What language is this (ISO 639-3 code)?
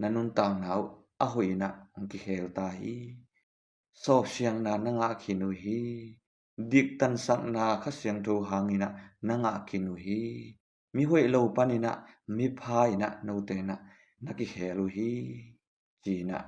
ctd